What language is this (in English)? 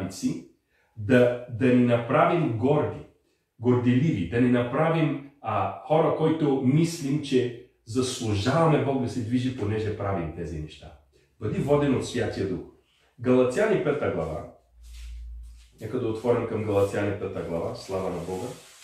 Bulgarian